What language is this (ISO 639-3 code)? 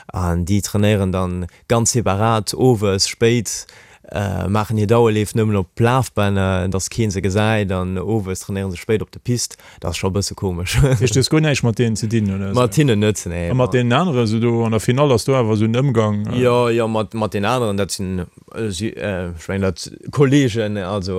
ltz